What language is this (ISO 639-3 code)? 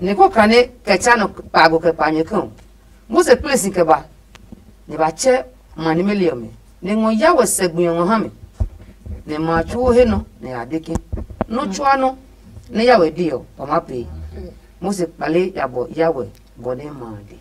ada